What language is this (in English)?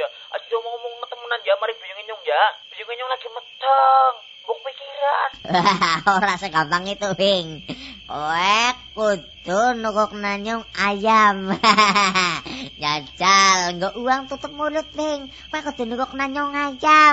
Javanese